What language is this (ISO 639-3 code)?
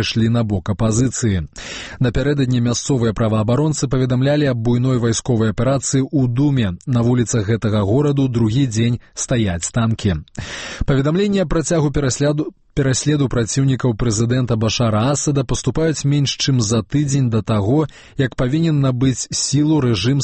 bel